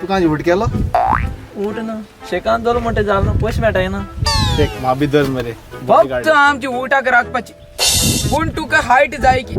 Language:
Konkani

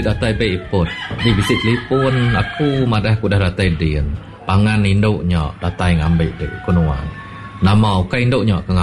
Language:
Iban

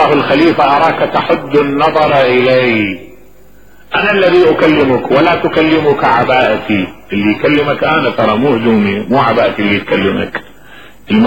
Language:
Mesopotamian Arabic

